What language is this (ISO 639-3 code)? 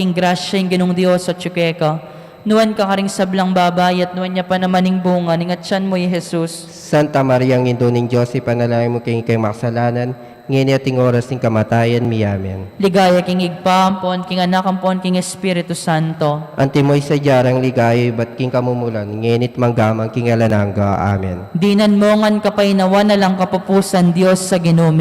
pam